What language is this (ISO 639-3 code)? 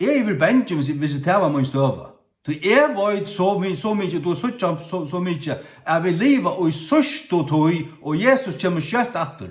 fao